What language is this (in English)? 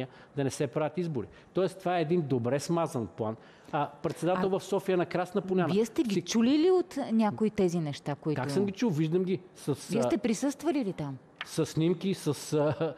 Bulgarian